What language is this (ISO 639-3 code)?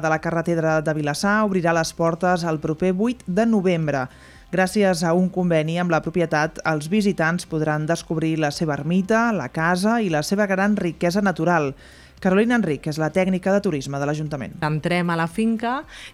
cat